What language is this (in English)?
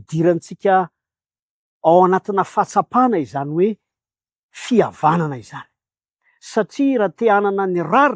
Malagasy